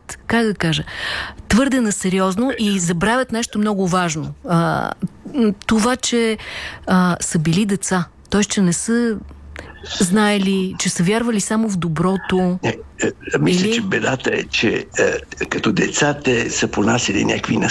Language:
Bulgarian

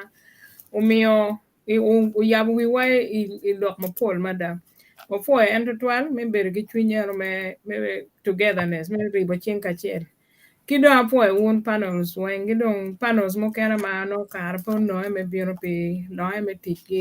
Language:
Acoli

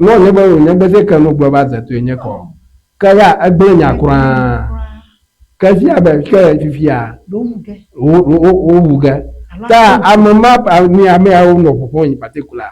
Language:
Ewe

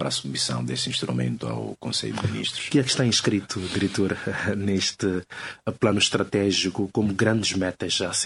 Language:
Portuguese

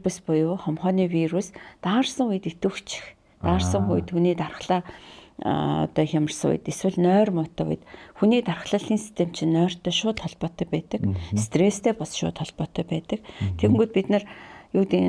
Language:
Mongolian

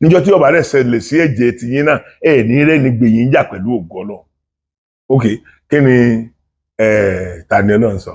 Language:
Yoruba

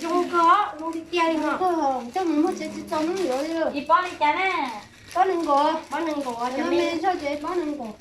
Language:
Hmong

